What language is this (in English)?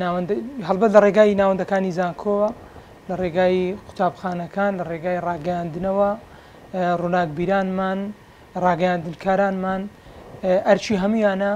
Central Kurdish